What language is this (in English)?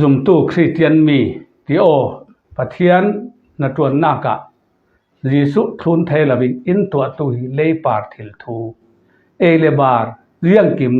Falam Chin